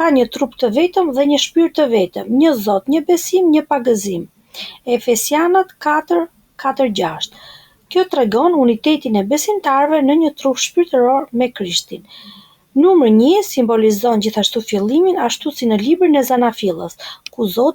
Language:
Albanian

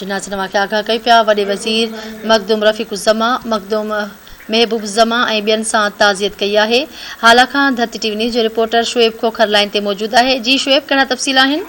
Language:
Sindhi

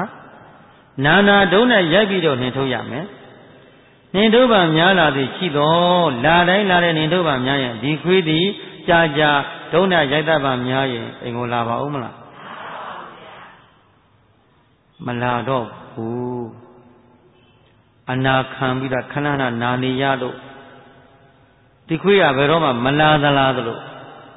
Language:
Burmese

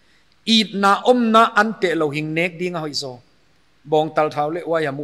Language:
Paite Chin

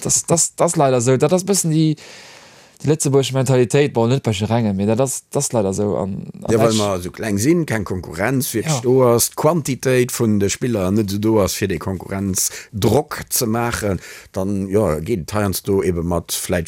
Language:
Luxembourgish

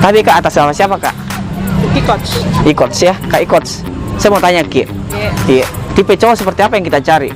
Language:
Makassar Malay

